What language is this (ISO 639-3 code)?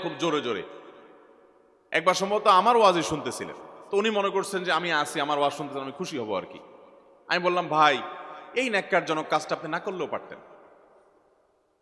ben